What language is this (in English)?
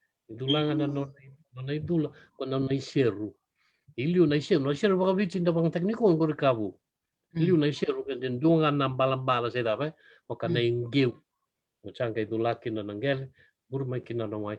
Fijian